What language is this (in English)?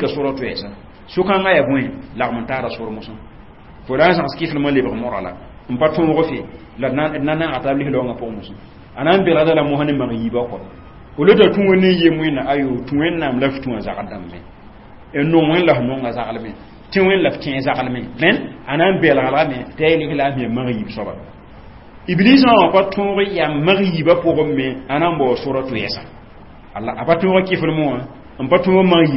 Mossi